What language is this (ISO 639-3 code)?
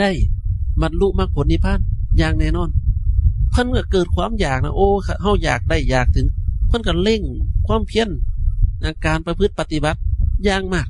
tts